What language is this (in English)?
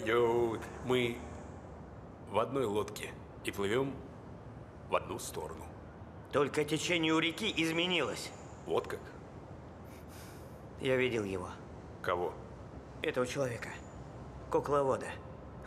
Russian